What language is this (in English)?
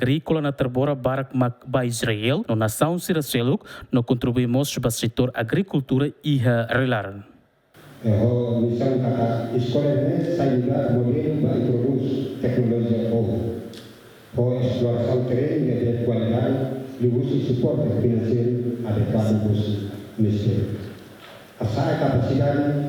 Tetum